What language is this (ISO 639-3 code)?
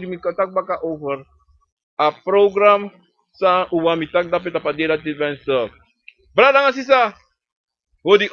srn